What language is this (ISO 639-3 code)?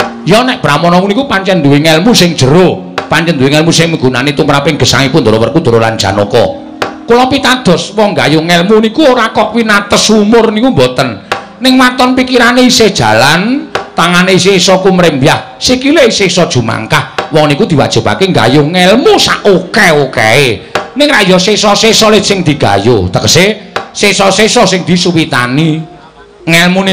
jav